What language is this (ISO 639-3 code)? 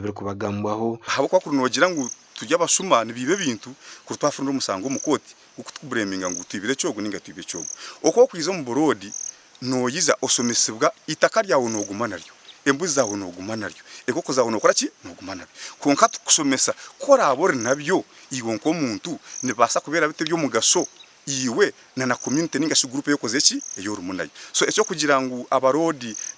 nyn